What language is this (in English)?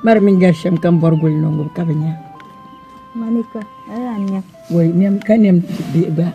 Dagbani